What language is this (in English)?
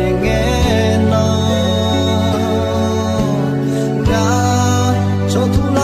Akha